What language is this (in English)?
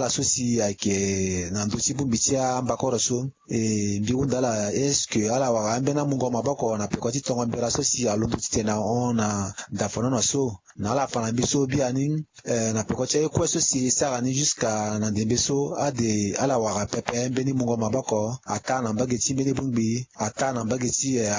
Sango